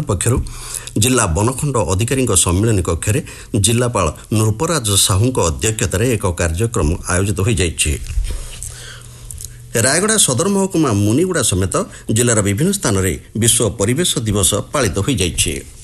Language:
Odia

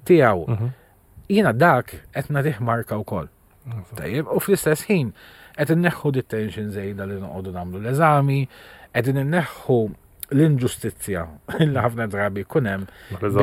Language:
Maltese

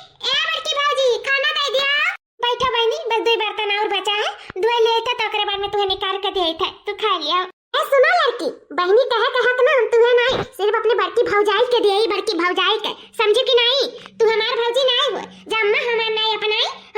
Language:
Awadhi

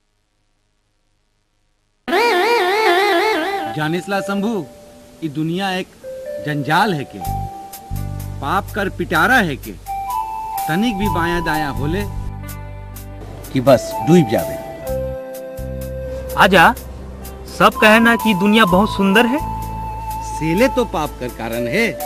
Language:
Bhojpuri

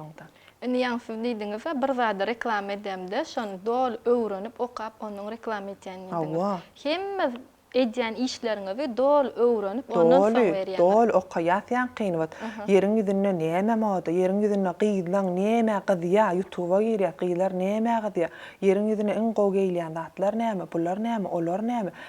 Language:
Turkmen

